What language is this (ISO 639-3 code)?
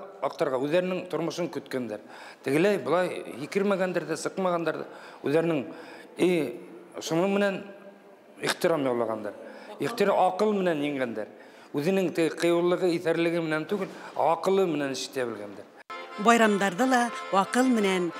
bak